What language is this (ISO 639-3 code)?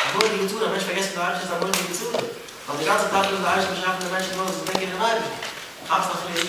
yid